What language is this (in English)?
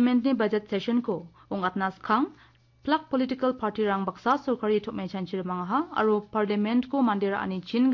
Garo